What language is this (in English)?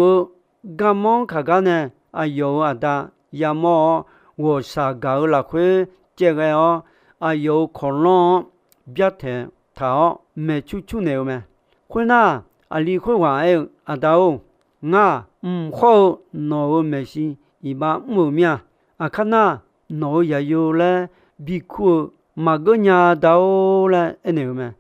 Akha